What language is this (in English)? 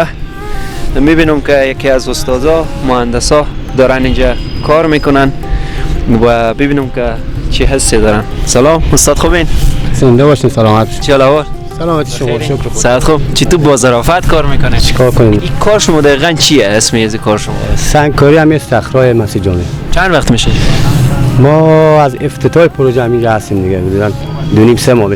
Persian